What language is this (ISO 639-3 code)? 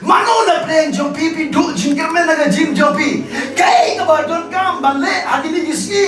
kha